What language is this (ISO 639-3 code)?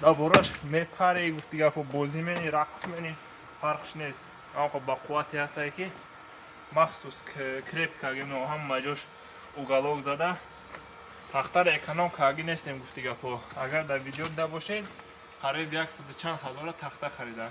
tgk